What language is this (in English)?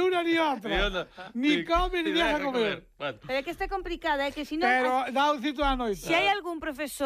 Galician